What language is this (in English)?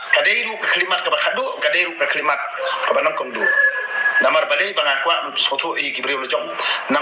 Khasi